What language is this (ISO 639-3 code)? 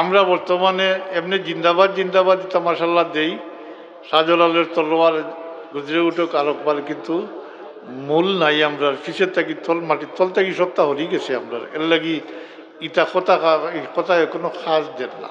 syl